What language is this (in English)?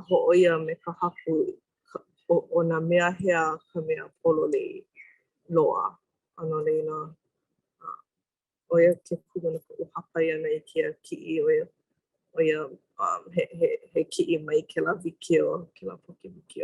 Hawaiian